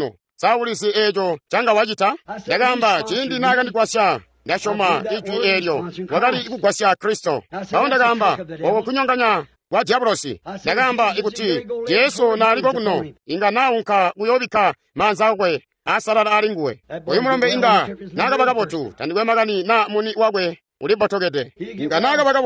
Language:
Tonga (Zambia)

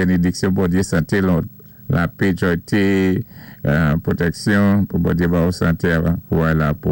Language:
Saint Lucian Creole French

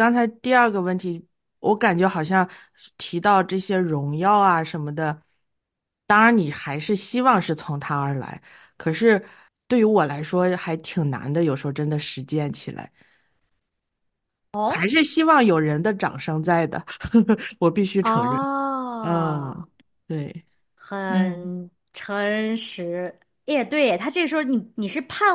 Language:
Chinese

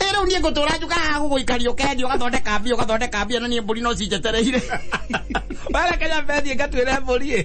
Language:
Kikuyu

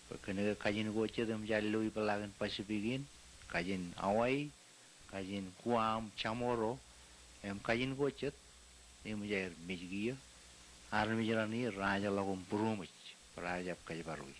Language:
Marshallese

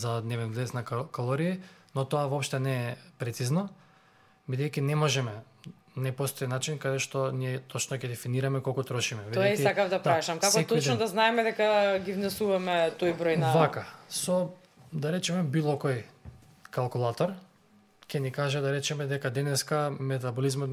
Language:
Macedonian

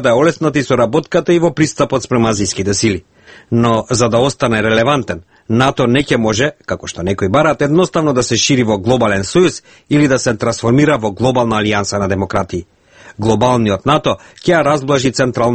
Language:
Macedonian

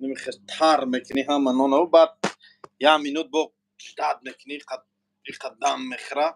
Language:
Tajik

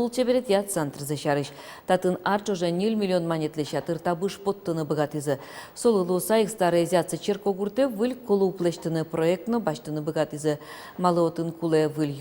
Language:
Udmurt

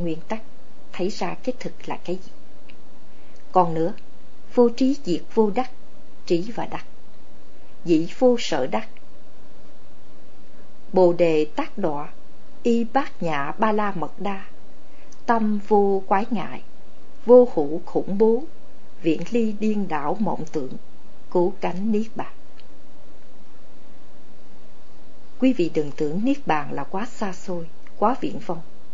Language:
Vietnamese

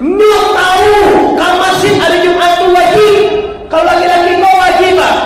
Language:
Minangkabau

